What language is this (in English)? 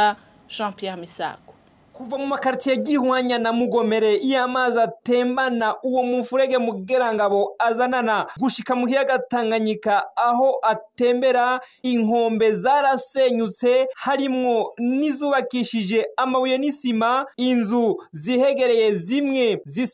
Rundi